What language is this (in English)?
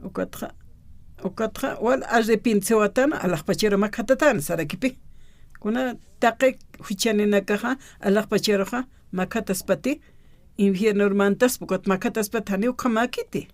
Aymara